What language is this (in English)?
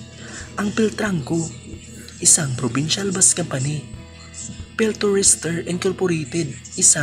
Filipino